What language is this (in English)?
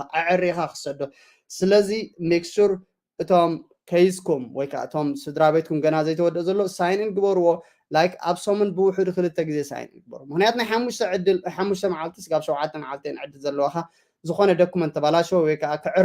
Tigrinya